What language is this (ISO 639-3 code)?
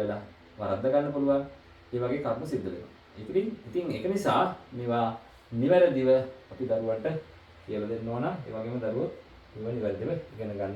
sin